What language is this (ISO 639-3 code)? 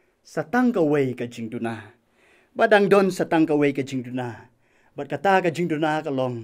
kha